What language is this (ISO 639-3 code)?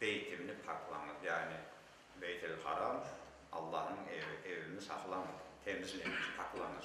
crh